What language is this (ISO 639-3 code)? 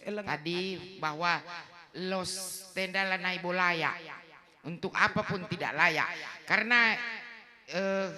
btx